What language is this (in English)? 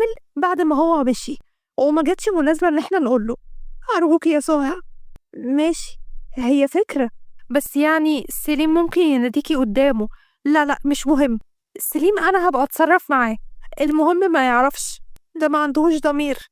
Egyptian Arabic